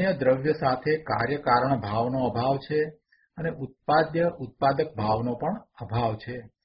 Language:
Gujarati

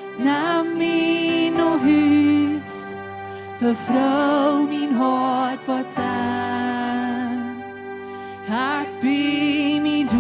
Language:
Plautdietsch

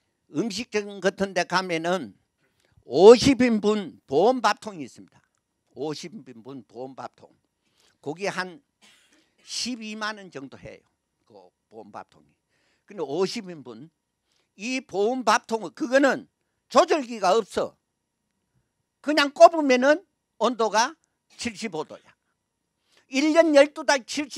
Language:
Korean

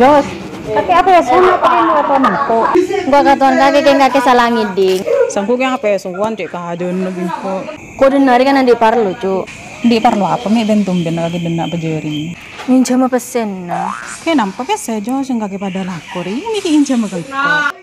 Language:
Madurese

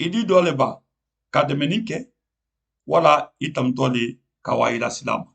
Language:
Mandingo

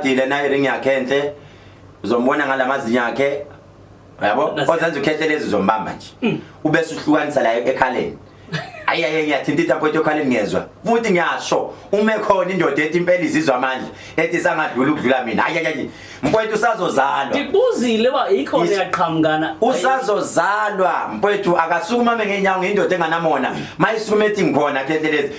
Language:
Zulu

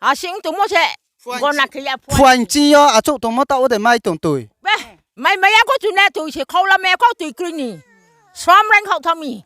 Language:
Riang (India)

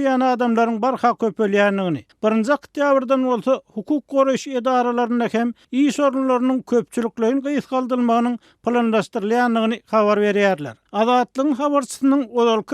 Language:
Turkmen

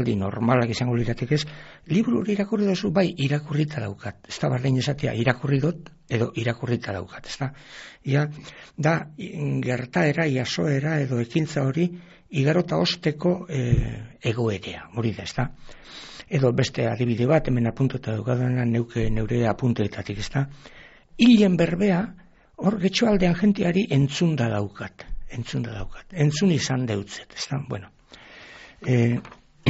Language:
Basque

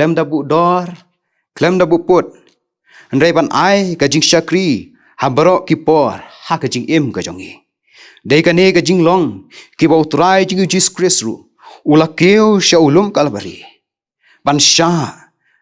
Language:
Khasi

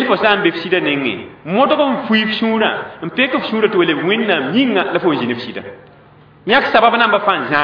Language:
Mossi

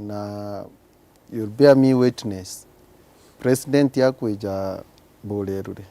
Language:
Meru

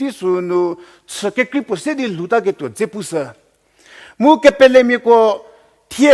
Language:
Angami Naga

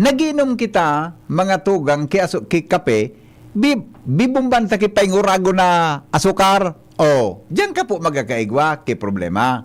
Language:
Bikol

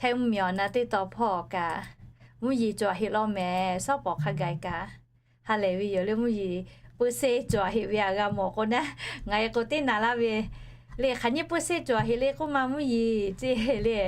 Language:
Lahu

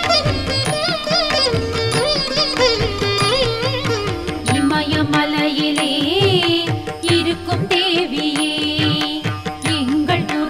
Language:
Tamil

